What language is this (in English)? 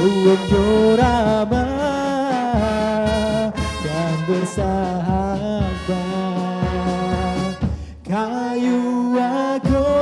Musi